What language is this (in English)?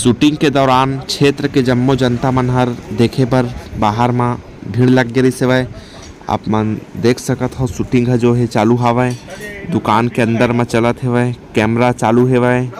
Chhattisgarhi